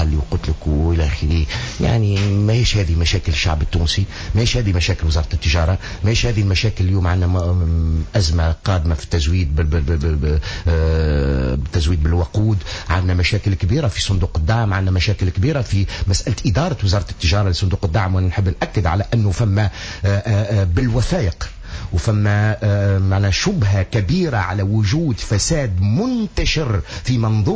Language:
Tunisian Arabic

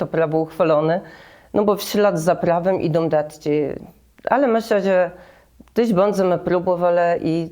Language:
Kashubian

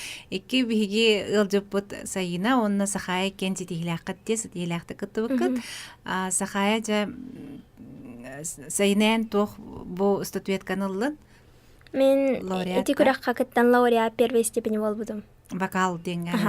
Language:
Yakut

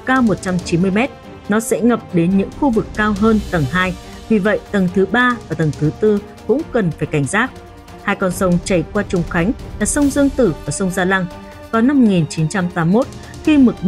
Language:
Vietnamese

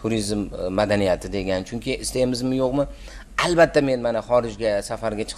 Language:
Uzbek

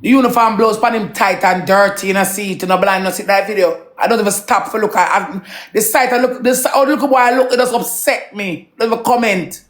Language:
Jamaican Creole English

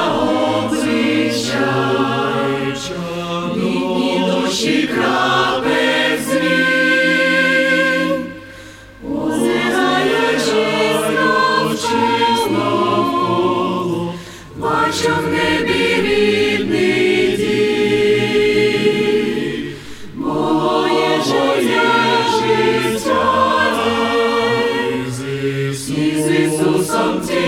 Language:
Ukrainian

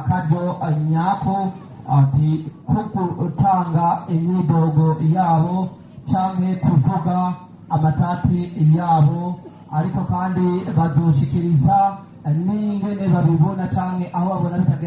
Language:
Rundi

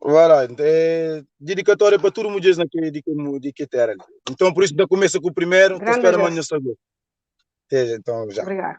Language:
Kabuverdianu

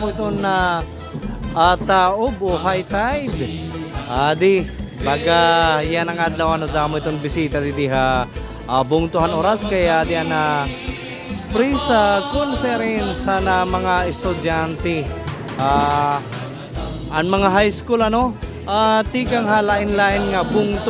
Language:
Waray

